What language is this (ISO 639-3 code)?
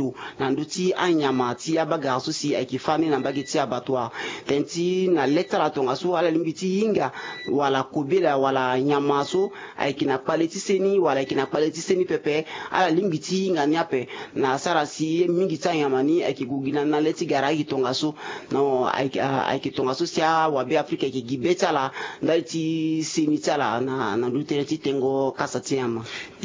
sag